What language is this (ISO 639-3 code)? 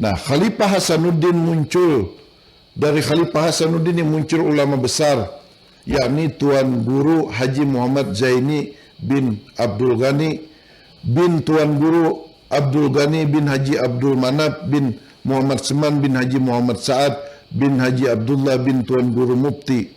bjn